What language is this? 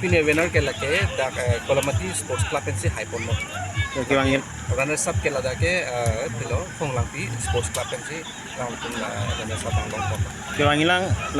Karbi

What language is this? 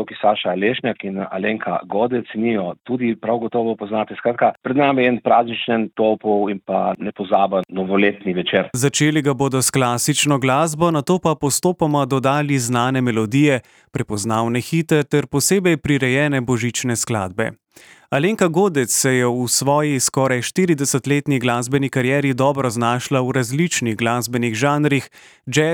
Slovenian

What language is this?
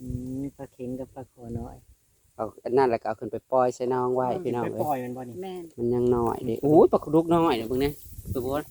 Northeastern Thai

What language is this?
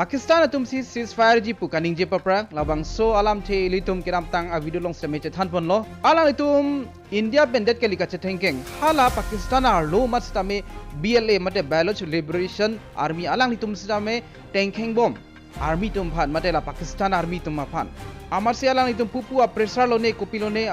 Karbi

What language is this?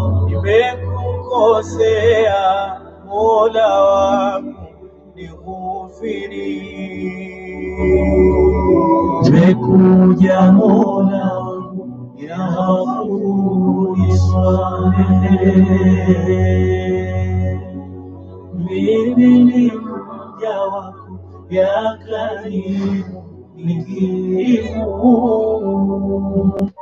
Swahili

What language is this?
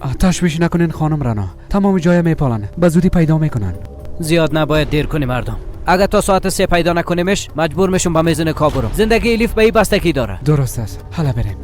Persian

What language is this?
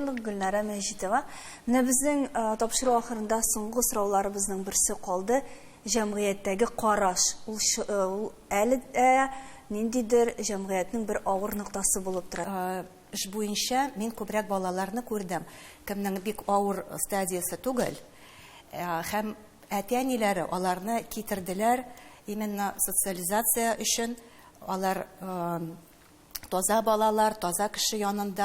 Tatar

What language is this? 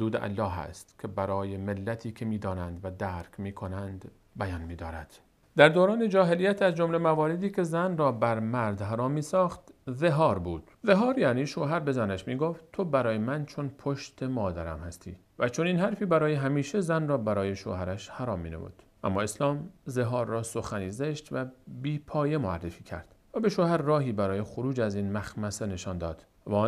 Persian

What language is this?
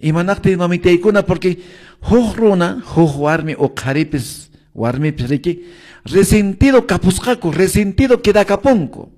Quechua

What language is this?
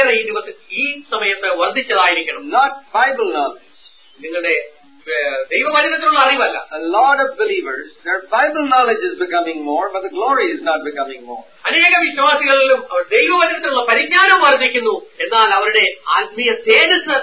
Malayalam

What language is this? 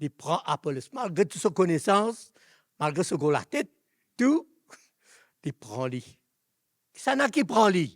Morisyen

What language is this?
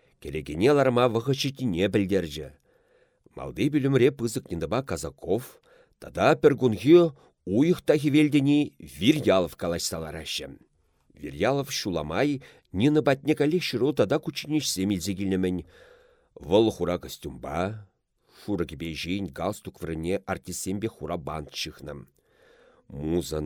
Chuvash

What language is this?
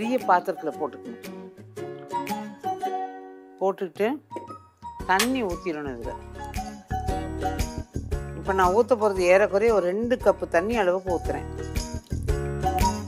Tamil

